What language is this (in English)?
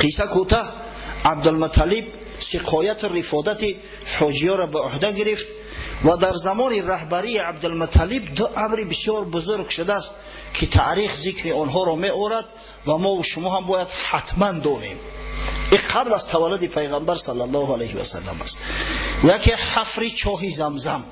Tajik